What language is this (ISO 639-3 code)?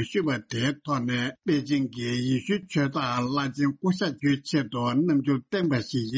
bod